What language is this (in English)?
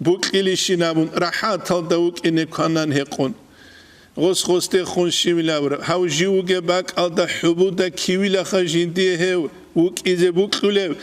Avaric